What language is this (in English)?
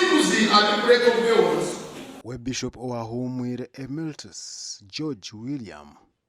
Nyankole